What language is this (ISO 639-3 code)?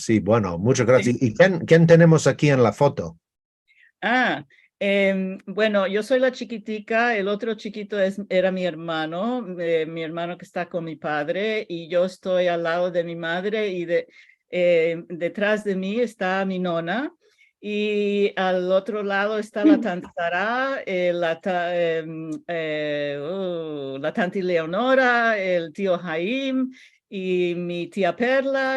lad